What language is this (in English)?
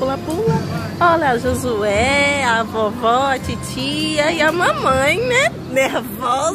Portuguese